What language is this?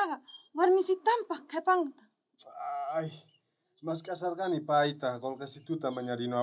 South Bolivian Quechua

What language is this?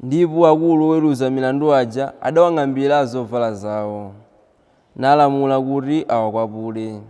Nyanja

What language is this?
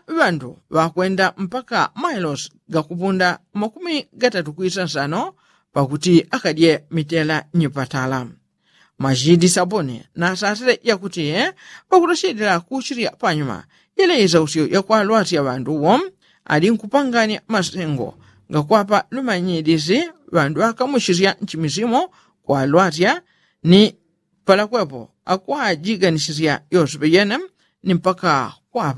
Yao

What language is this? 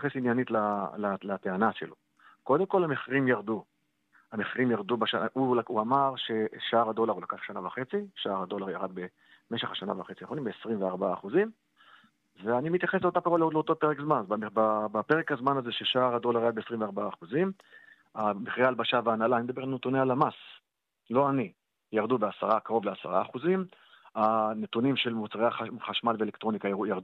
Hebrew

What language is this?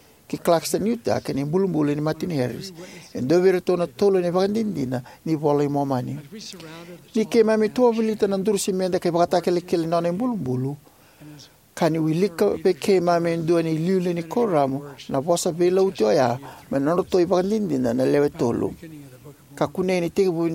Fijian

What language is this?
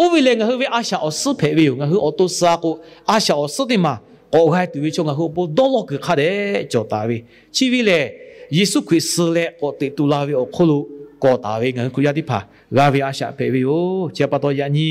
Lahu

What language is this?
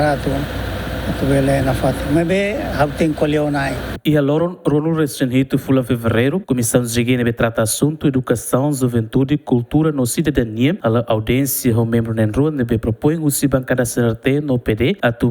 Tetum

